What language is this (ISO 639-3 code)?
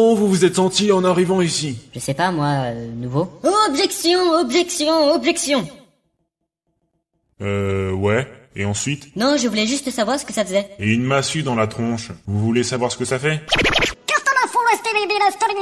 fra